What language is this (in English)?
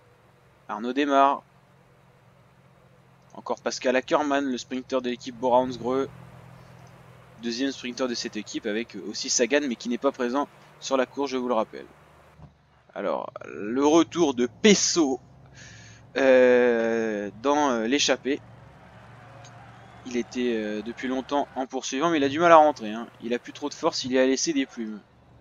French